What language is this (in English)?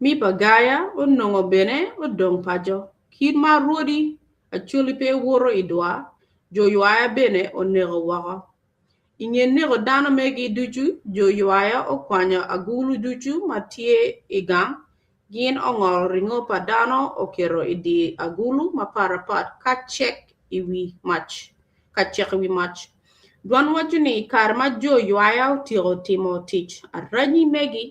Acoli